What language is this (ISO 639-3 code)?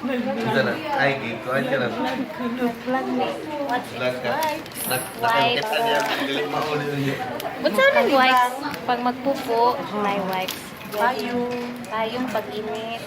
ceb